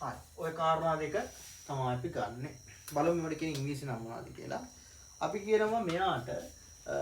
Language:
Sinhala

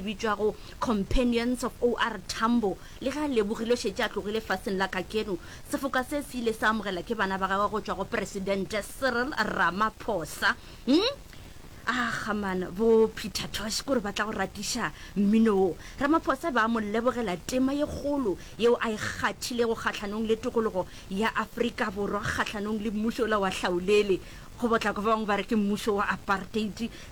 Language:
Northern Sotho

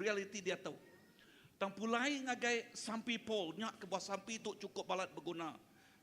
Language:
Iban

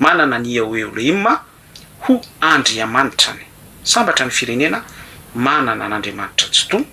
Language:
Malagasy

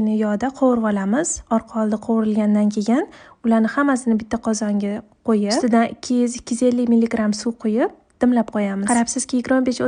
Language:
Uzbek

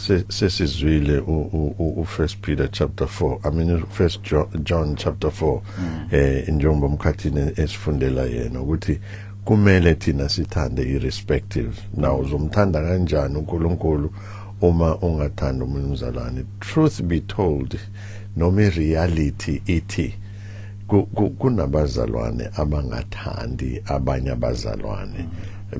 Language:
Zulu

